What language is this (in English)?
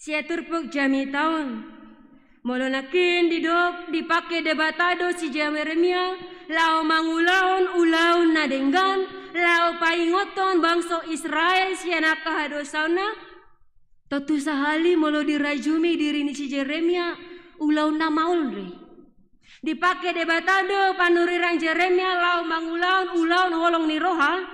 Batak Toba